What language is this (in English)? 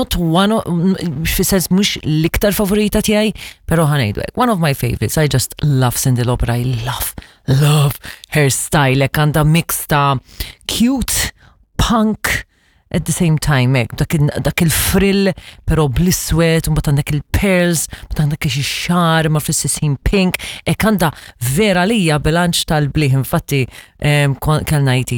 Maltese